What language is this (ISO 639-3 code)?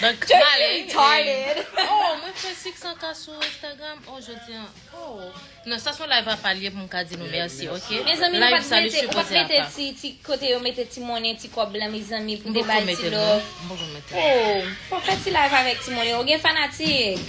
hat